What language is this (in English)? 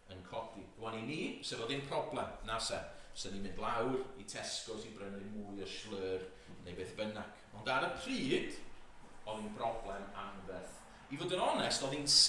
Welsh